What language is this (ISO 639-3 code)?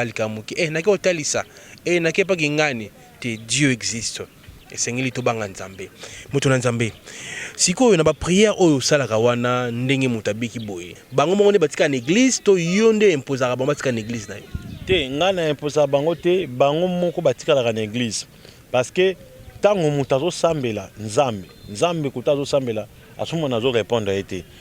lin